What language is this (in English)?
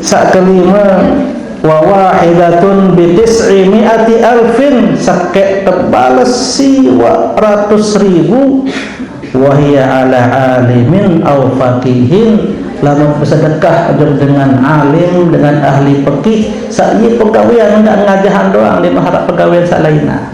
Sasak